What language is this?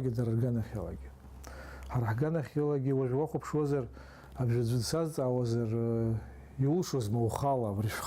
Abkhazian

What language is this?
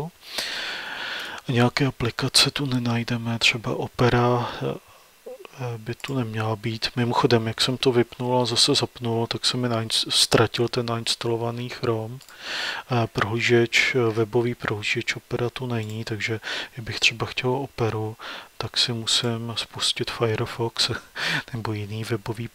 Czech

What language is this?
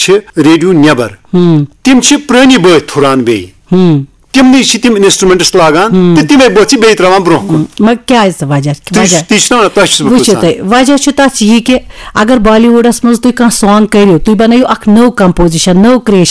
Kashmiri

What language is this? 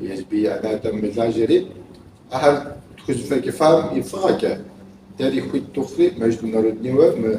Kabardian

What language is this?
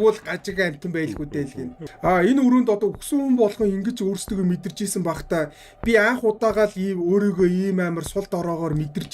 Mongolian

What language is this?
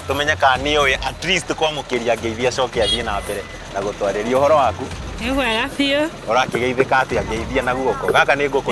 Kikuyu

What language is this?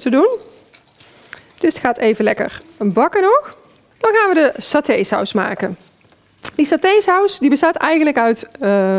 Dutch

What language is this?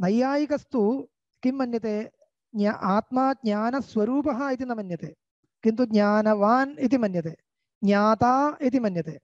Sanskrit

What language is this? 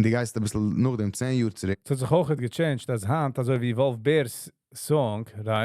Yiddish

